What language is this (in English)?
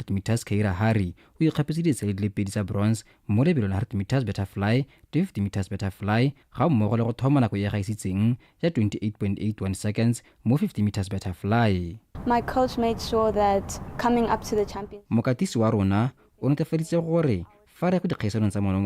Tswana